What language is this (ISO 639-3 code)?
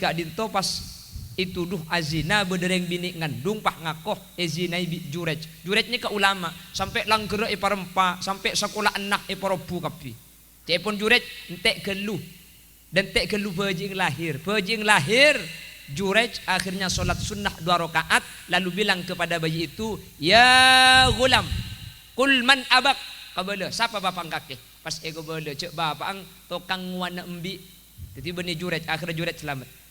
mad